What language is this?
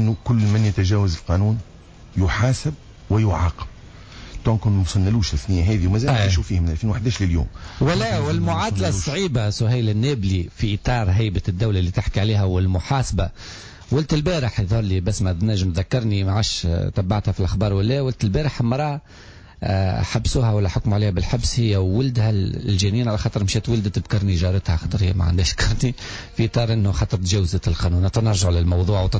Tunisian Arabic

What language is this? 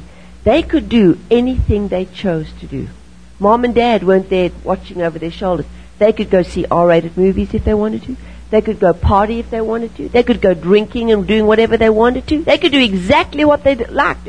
English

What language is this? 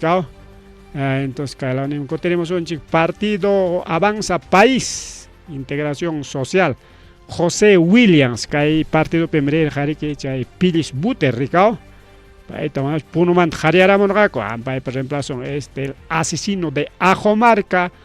Ayacucho Quechua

